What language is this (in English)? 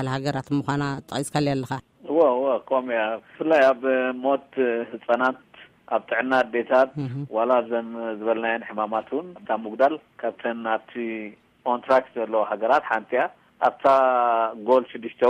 Tigrinya